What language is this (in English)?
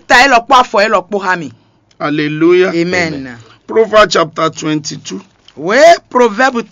Fon